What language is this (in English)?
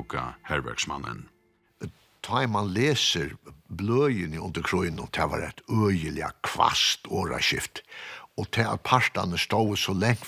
Faroese